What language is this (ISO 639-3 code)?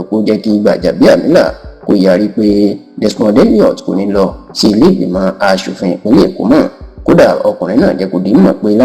yor